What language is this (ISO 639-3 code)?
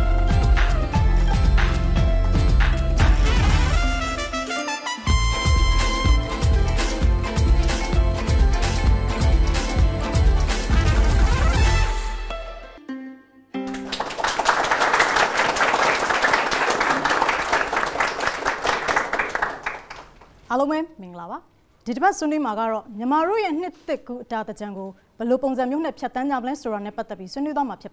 mya